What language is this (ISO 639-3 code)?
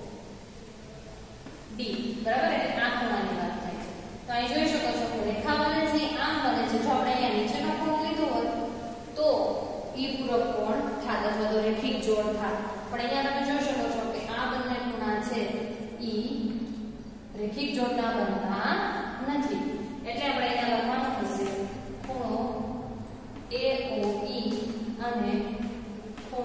guj